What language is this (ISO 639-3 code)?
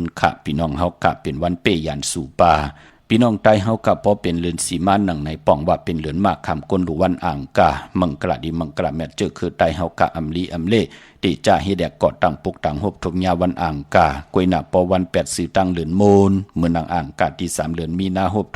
shn